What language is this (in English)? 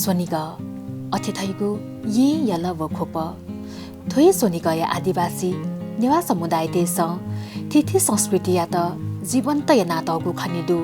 Newari